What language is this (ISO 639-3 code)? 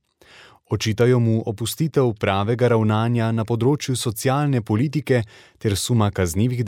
slv